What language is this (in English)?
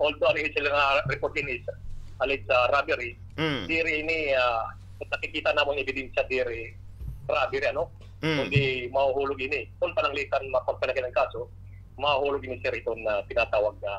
Waray